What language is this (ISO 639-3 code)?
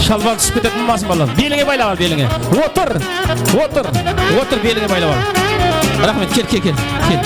kaa